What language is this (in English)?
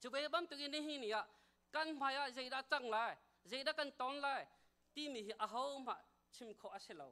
Hakha Chin